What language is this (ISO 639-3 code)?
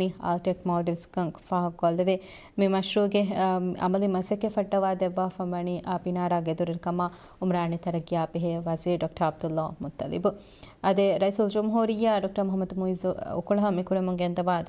div